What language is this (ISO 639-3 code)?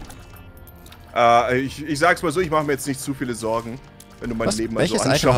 deu